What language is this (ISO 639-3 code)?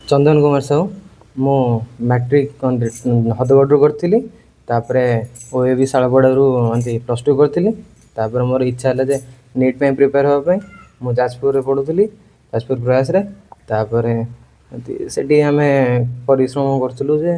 ori